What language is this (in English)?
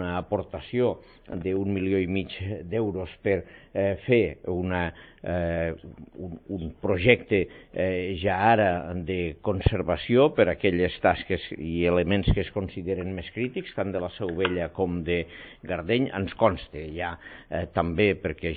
Catalan